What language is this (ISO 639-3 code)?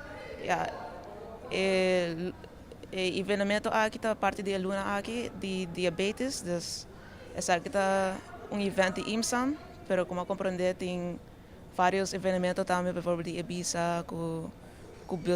pap